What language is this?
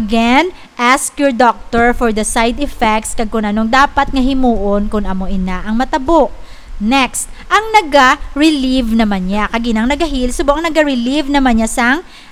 Hiligaynon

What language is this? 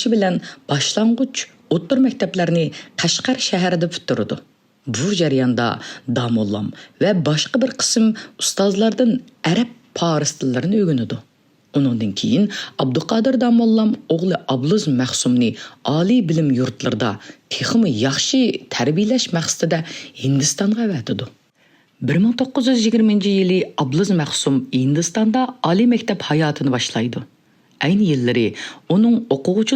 Uyghur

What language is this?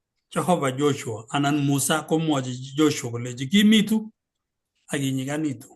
Kalenjin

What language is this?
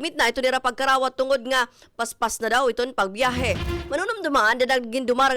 Waray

